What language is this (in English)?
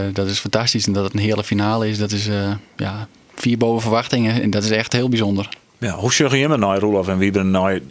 Western Frisian